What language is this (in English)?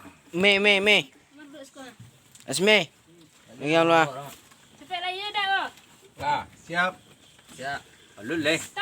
Minangkabau